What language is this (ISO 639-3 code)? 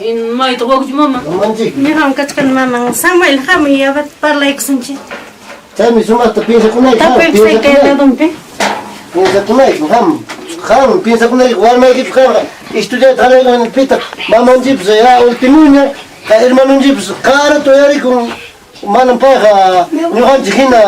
quy